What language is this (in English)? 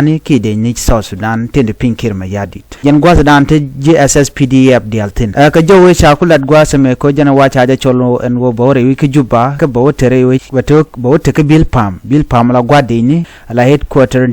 Nuer